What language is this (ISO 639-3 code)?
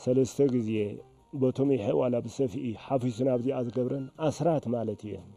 tir